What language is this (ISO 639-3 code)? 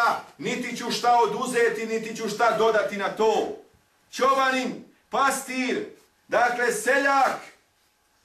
bos